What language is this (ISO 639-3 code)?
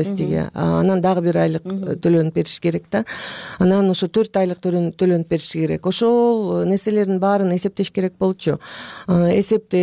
kir